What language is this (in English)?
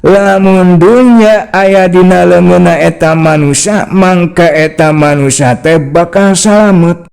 Sundanese